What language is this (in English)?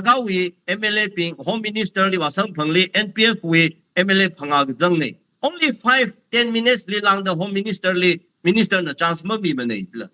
Tangkhul Naga (India)